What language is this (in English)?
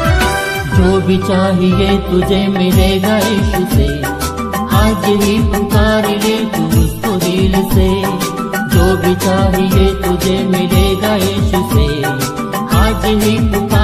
Hindi